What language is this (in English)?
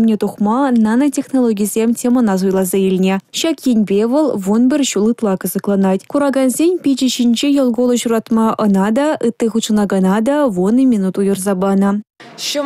Chuvash